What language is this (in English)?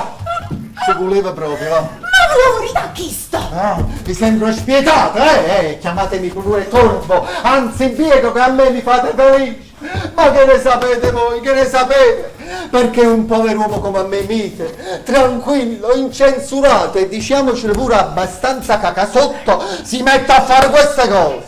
Neapolitan